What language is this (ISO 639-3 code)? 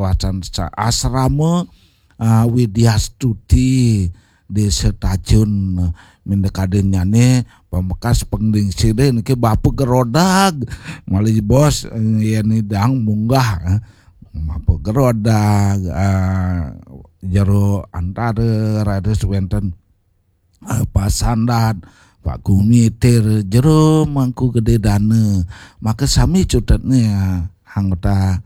ban